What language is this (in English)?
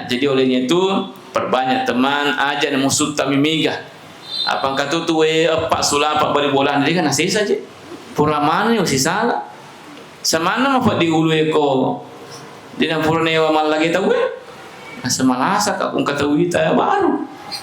Buginese